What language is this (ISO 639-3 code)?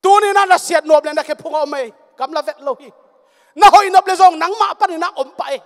ctd